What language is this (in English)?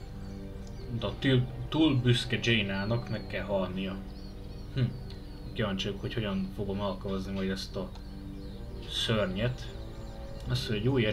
Hungarian